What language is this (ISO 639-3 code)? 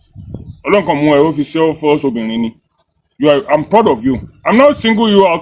yor